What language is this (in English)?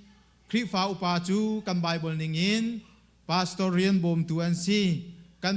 Hakha Chin